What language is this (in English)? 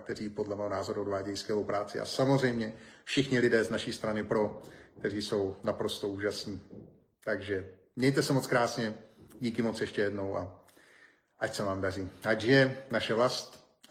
Czech